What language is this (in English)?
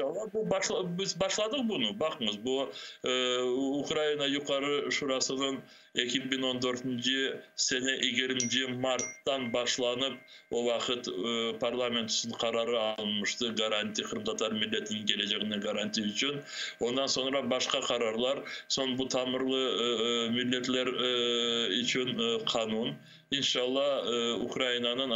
Crimean Tatar